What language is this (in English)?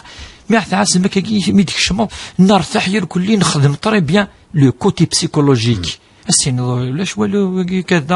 Kabyle